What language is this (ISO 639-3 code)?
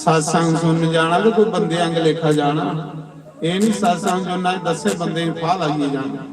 doi